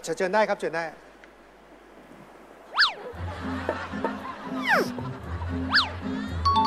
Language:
Thai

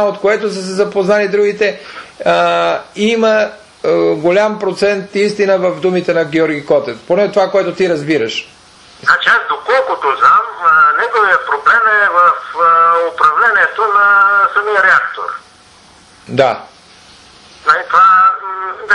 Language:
Bulgarian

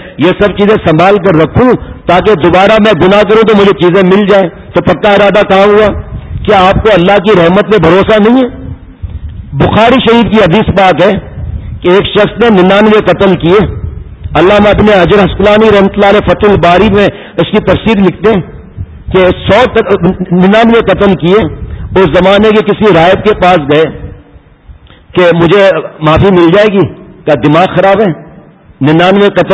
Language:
Urdu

